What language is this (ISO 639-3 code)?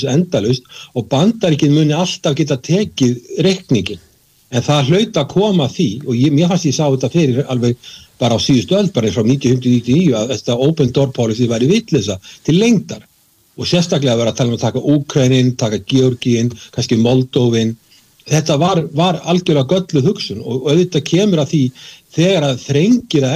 isl